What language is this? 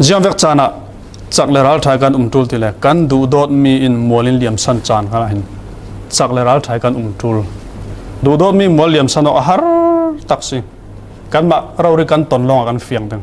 Falam Chin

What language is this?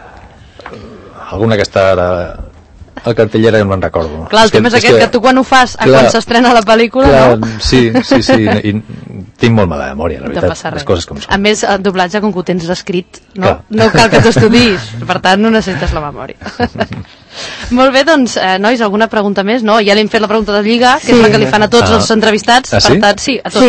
Catalan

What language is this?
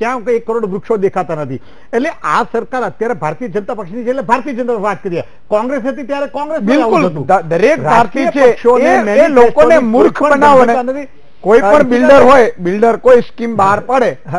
Gujarati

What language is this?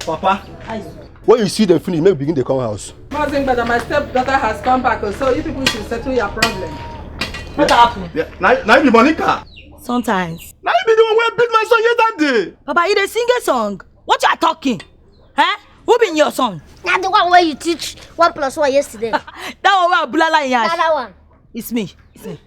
Nigerian Pidgin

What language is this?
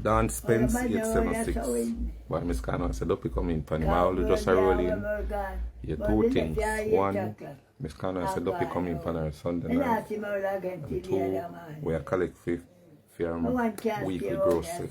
Jamaican Creole English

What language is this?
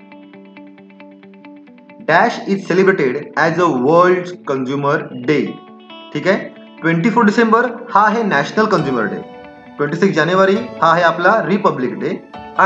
Marathi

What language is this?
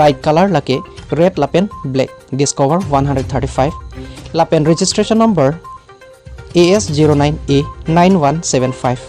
Karbi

